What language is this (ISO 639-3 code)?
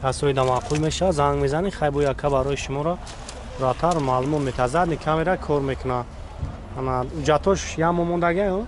tgk